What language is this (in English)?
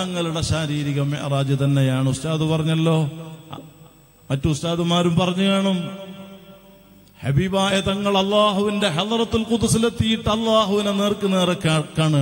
Malayalam